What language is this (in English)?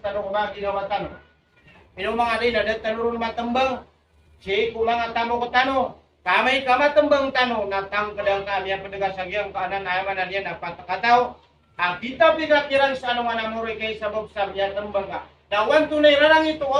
Maranao